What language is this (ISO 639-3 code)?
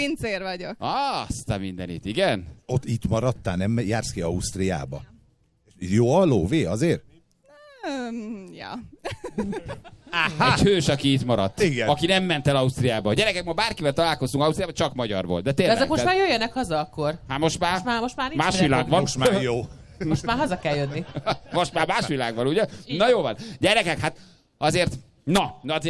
hun